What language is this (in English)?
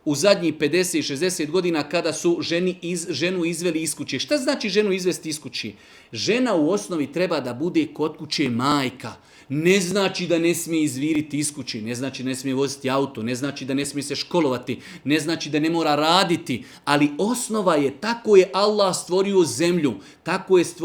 Bosnian